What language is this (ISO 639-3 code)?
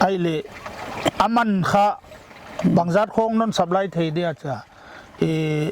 pck